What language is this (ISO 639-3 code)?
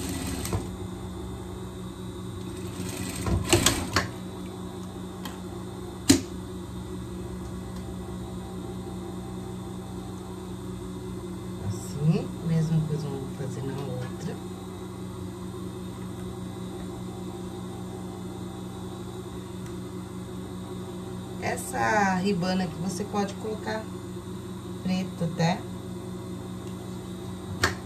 por